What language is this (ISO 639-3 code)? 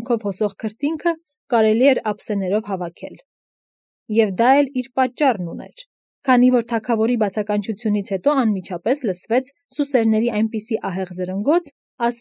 hye